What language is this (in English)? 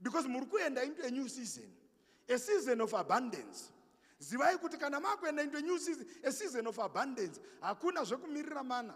Shona